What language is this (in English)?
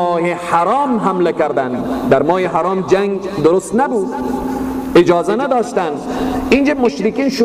Persian